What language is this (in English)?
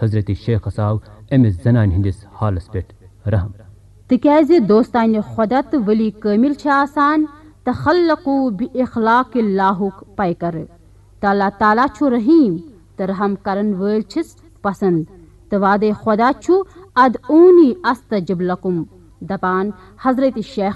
Kashmiri